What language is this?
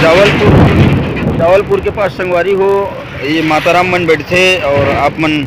Chhattisgarhi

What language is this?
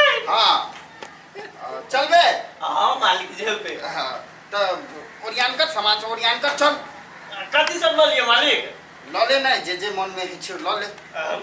Maithili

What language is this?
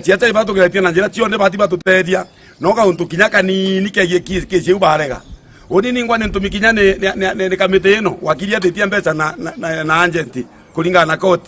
Meru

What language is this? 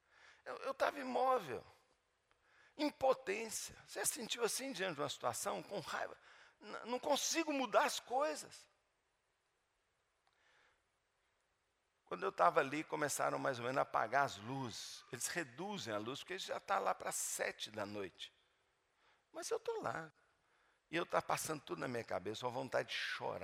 Portuguese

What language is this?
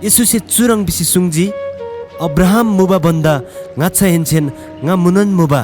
Eastern Tamang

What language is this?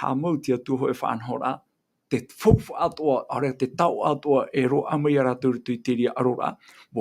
Tahitian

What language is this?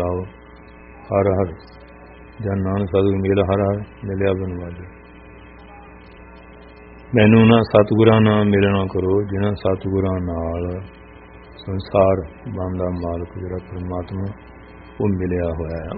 Punjabi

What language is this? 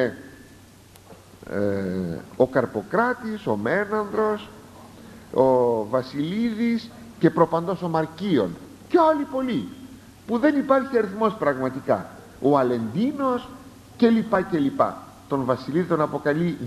Greek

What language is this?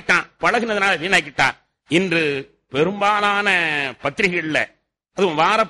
Tamil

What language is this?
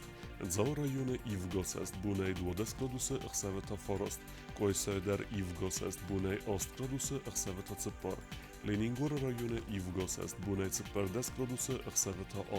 Ossetic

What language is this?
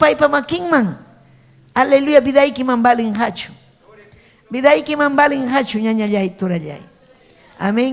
Ayacucho Quechua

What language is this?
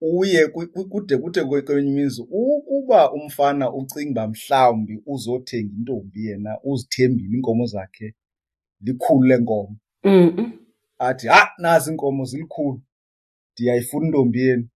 Xhosa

